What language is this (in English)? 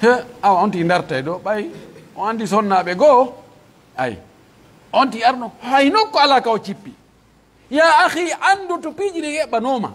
Pular